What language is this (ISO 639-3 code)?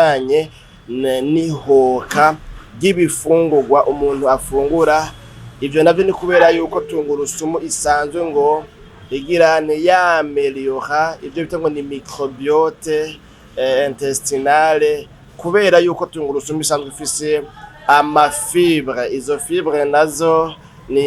run